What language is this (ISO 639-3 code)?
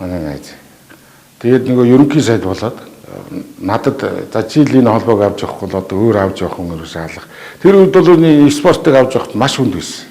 mon